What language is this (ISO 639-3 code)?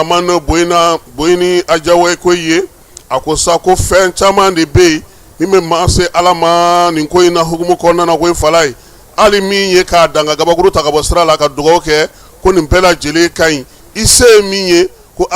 bam